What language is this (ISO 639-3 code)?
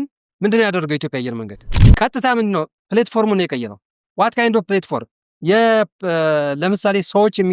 amh